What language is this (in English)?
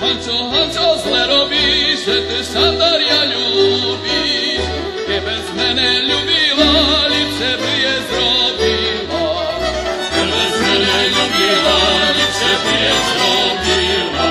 Rusyn